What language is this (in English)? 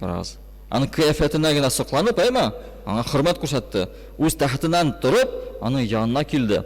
Tatar